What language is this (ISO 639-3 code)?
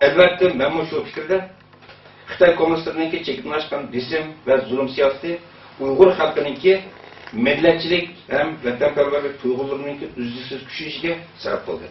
uig